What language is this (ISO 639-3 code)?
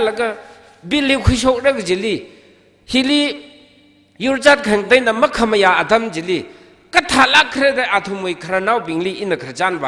nmf